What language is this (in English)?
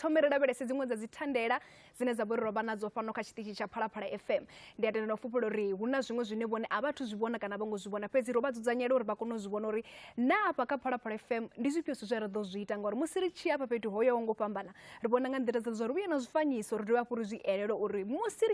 Venda